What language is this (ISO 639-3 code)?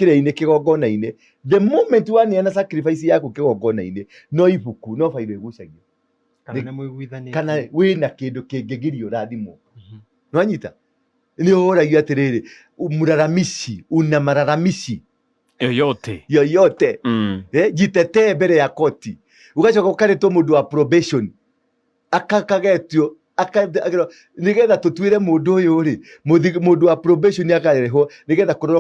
kik